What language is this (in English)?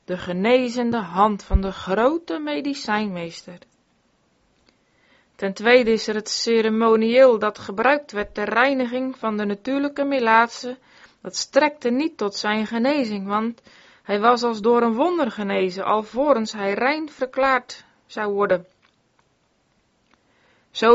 Dutch